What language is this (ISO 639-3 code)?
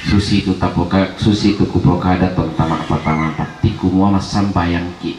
sda